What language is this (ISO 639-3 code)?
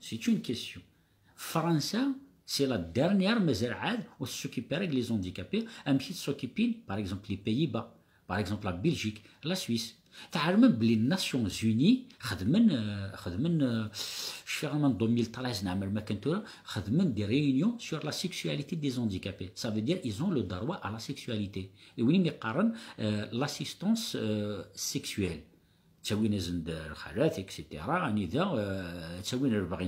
kab